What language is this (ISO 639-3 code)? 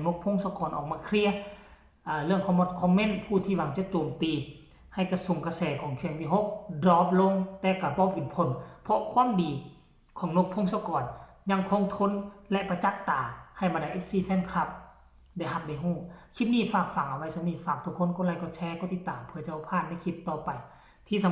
tts